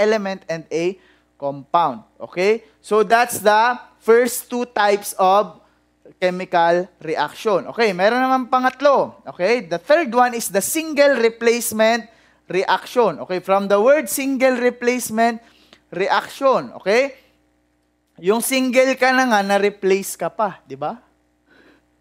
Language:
Filipino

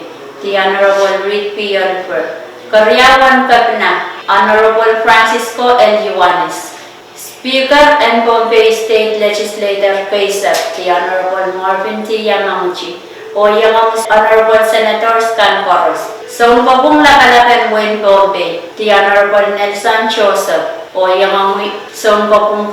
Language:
Pohnpeian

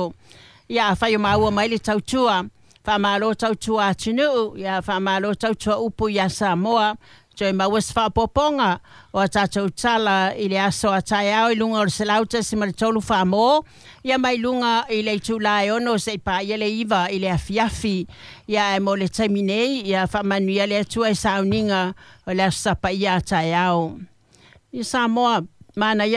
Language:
Samoan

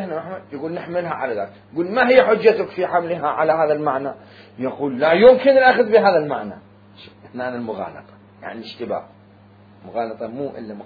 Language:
Mesopotamian Arabic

